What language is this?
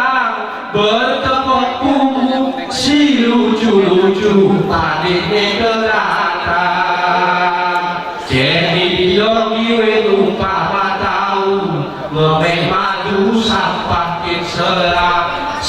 Gayo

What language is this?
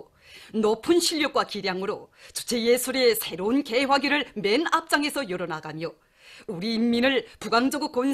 Korean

